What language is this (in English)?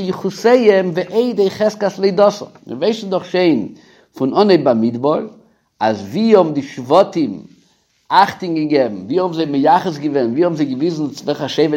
Yiddish